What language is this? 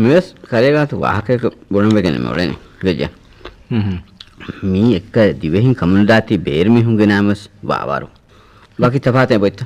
Divehi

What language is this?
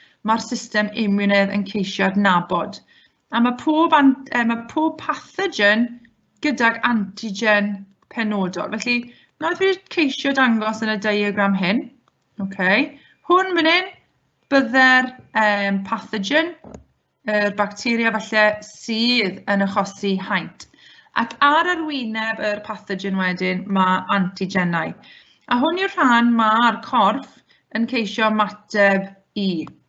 Welsh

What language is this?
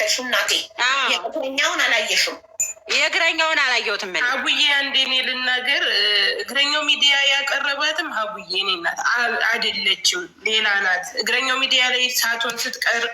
Amharic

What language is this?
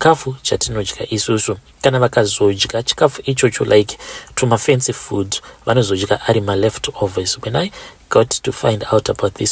Shona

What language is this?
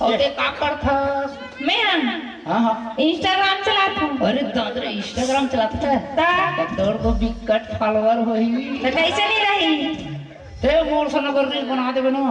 Chhattisgarhi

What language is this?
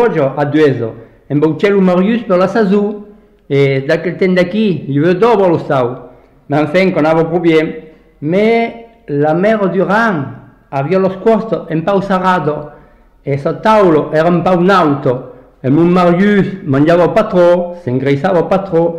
Occitan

